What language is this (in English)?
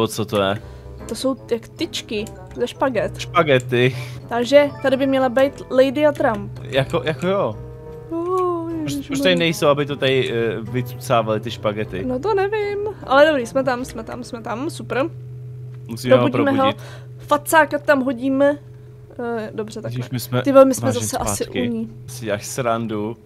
Czech